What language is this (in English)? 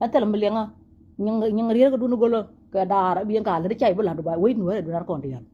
Nuer